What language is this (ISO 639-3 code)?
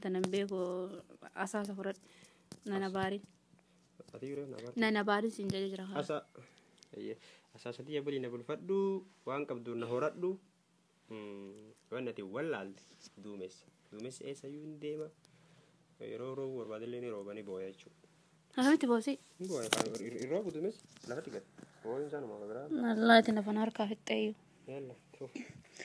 orm